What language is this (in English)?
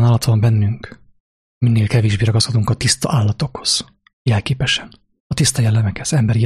Hungarian